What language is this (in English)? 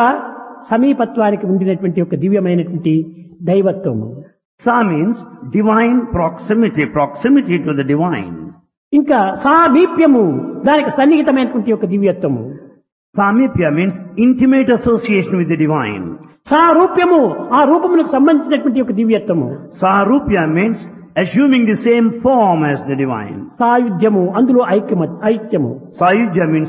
Telugu